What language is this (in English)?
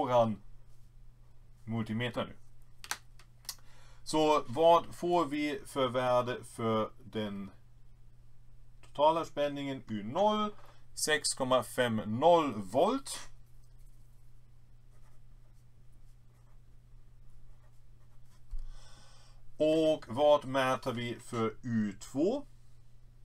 Swedish